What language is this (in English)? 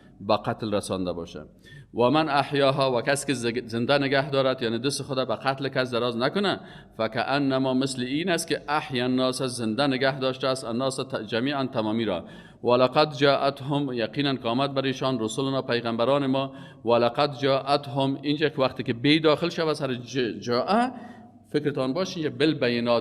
Persian